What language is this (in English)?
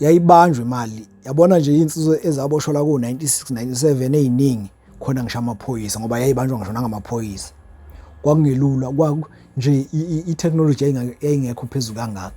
Zulu